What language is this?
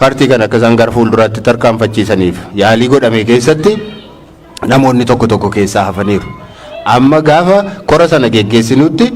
Oromo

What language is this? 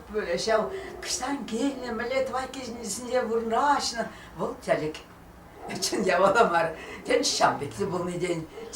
Chuvash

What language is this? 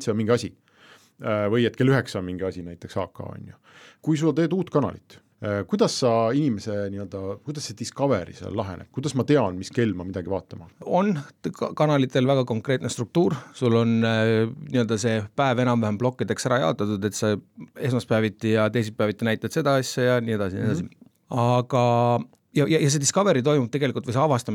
Estonian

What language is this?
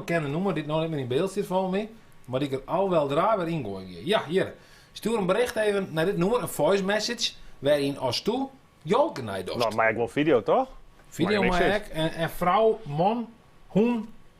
Western Frisian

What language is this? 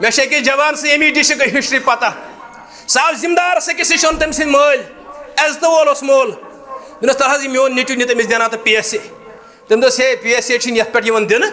Kashmiri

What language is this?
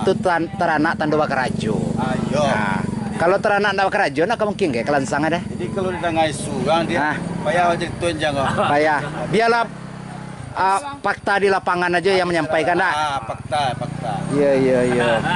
Minangkabau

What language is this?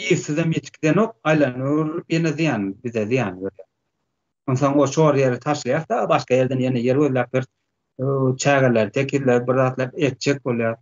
Turkmen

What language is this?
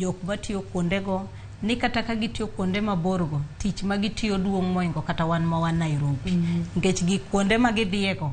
Luo (Kenya and Tanzania)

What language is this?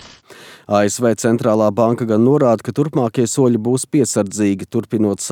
Latvian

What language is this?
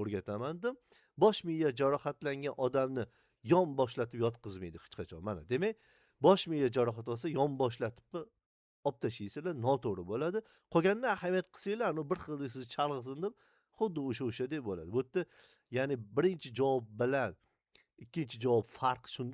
Uzbek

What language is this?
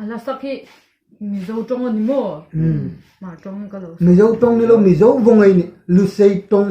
Hmar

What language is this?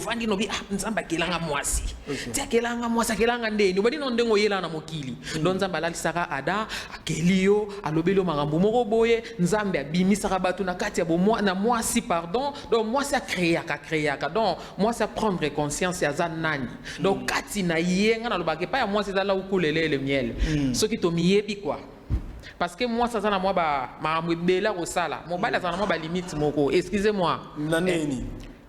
Lingala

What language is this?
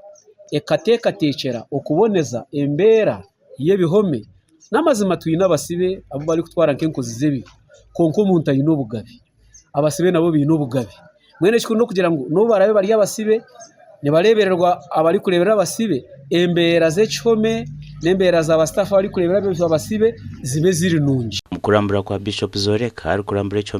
Nyankole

